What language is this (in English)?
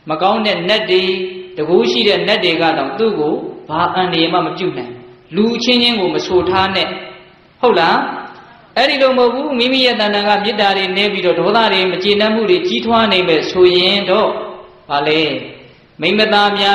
Burmese